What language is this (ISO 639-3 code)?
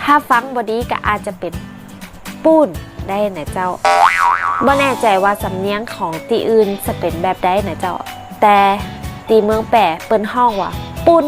nod